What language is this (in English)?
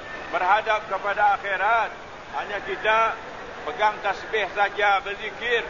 Malay